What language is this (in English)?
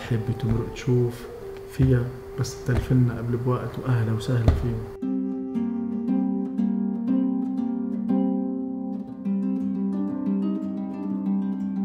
North Levantine Arabic